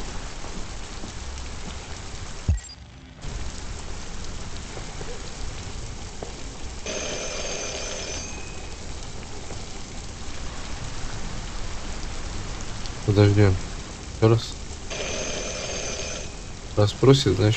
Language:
Russian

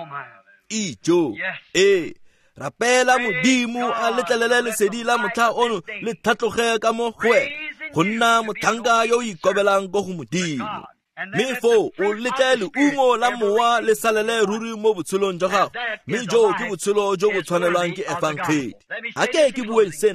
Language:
Tswana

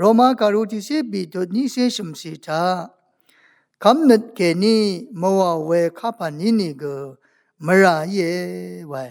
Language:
Rawang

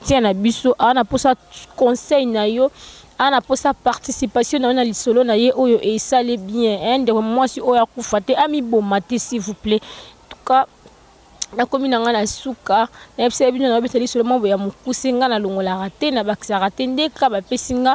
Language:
Lingala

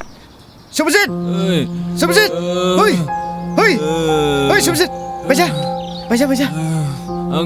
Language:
Dimasa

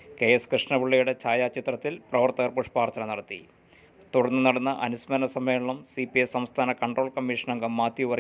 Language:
Malayalam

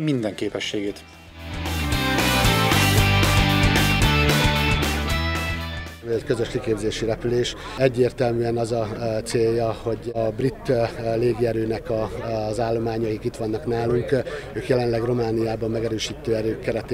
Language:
Hungarian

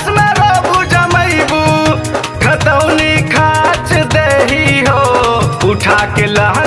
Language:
Bhojpuri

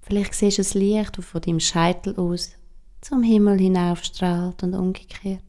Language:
Swiss German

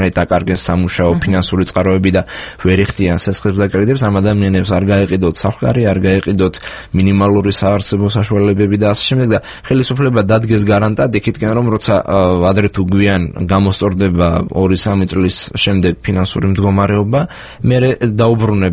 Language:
Georgian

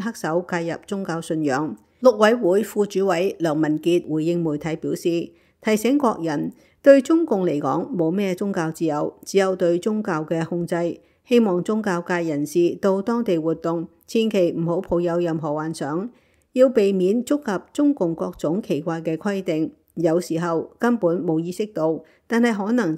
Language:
Cantonese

